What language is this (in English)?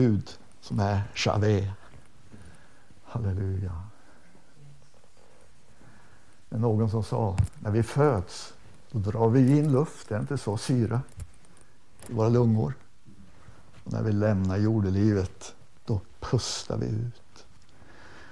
Swedish